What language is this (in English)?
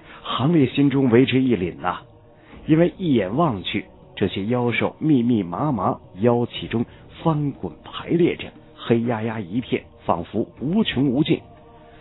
Chinese